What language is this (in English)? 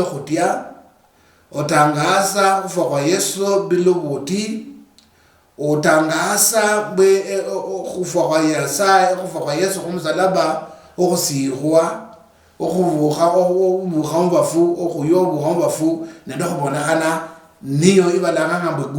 Luyia